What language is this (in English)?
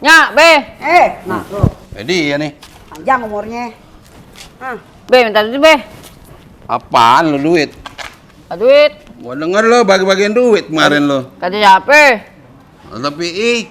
Betawi